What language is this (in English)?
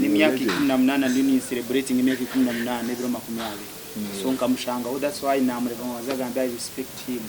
Nyankole